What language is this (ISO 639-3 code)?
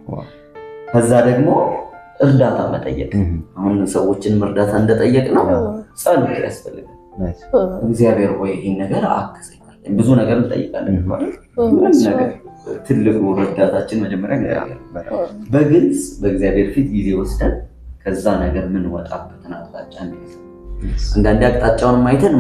amh